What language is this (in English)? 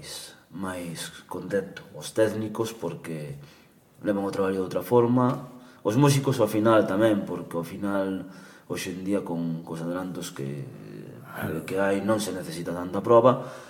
Galician